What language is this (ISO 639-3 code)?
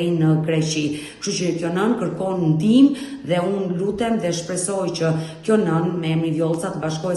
sqi